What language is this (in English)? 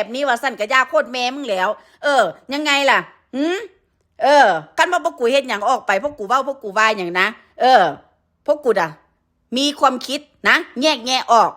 Northeastern Thai